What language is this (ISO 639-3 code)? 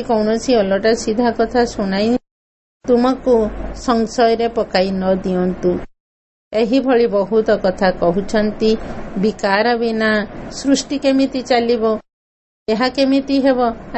ori